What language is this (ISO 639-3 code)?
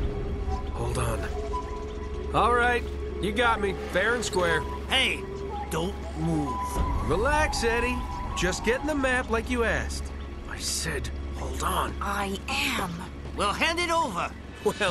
eng